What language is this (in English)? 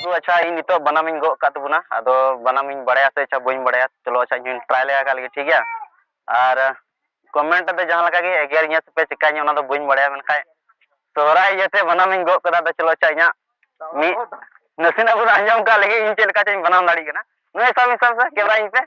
Santali